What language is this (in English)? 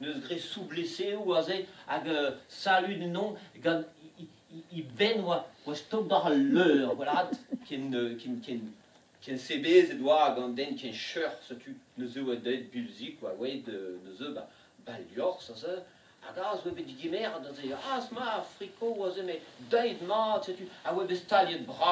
Breton